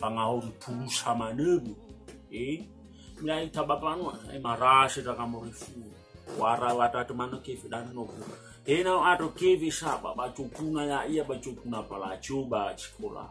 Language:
Nias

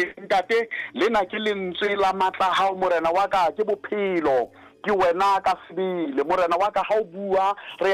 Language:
Southern Sotho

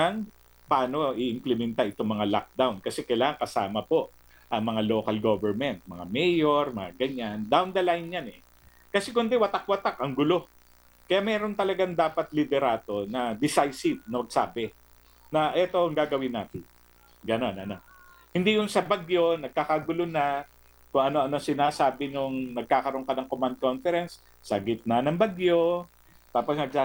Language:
Filipino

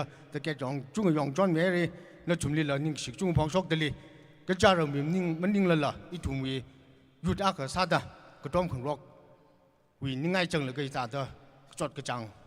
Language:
Tangkhul Naga (India)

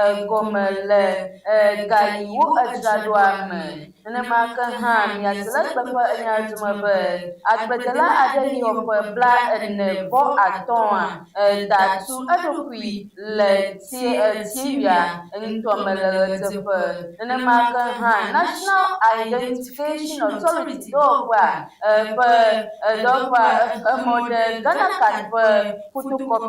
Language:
Ewe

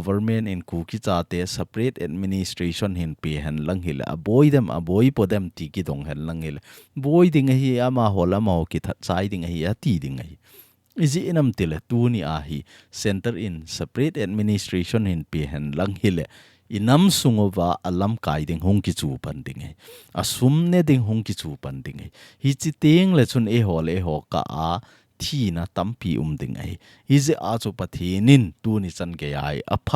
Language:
Thado Chin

